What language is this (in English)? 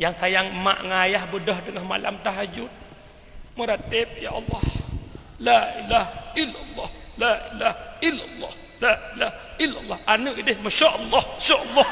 Achinese